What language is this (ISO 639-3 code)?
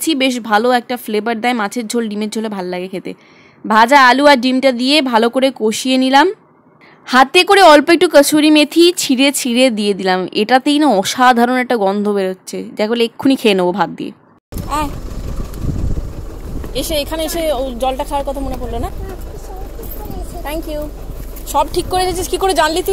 ben